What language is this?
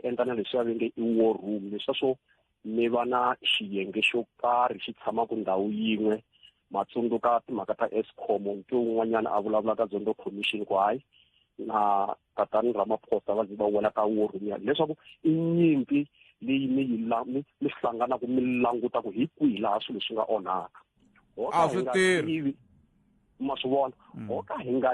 Tsonga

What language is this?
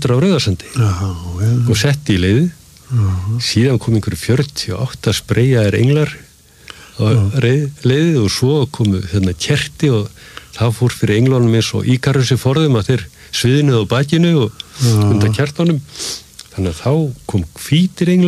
Icelandic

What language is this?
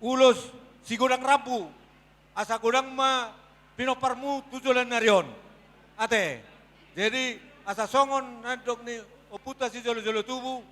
Batak Toba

